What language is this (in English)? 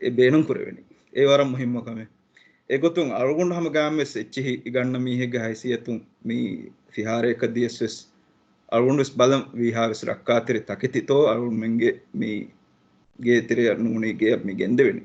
Divehi